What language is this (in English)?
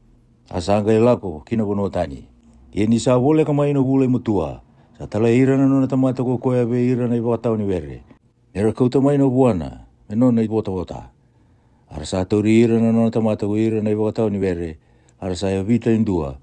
Fijian